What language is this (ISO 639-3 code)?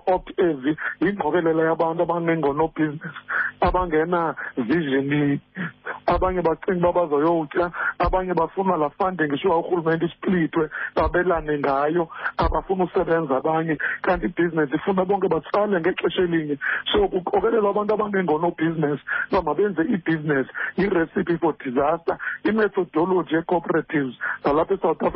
xho